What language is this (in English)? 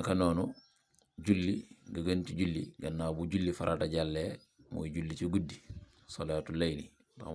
Wolof